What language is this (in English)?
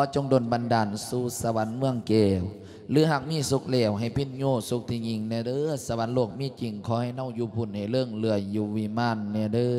Lao